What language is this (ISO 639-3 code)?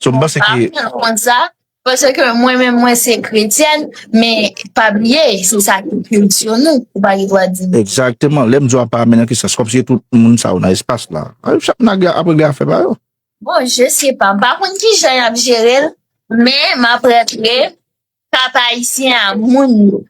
hat